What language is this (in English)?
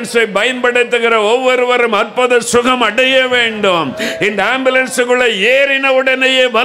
Tamil